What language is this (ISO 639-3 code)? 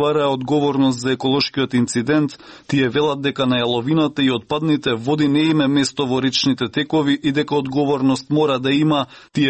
mkd